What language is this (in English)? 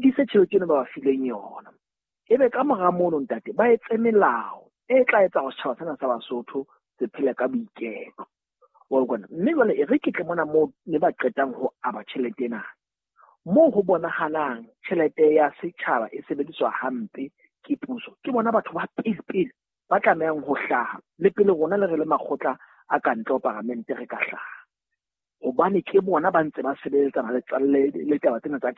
Southern Sotho